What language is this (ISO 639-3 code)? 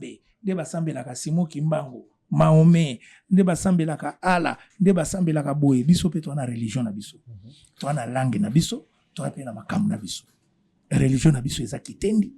lin